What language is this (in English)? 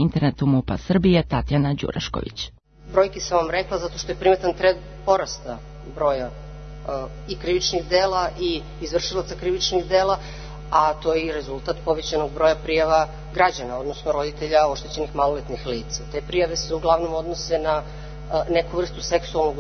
Serbian